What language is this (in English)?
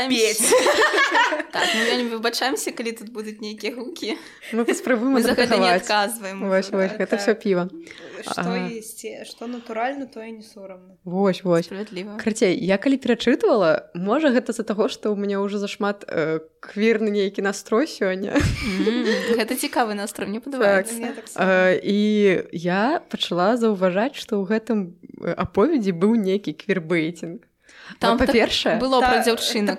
Belarusian